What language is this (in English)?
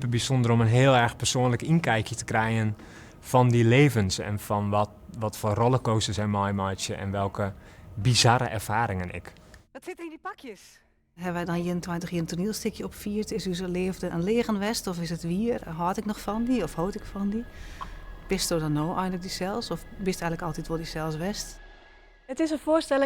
Western Frisian